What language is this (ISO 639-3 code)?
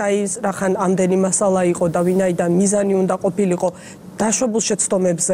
kat